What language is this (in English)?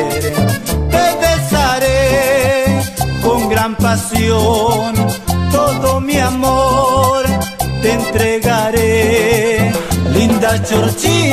Spanish